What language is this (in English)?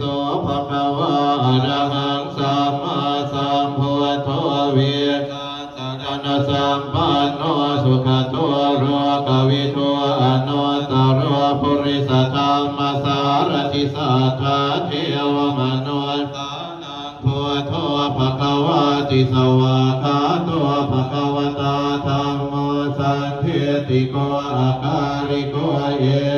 Pali